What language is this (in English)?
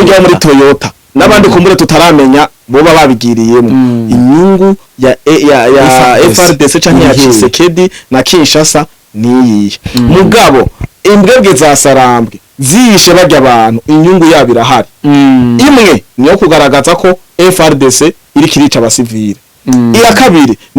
Rundi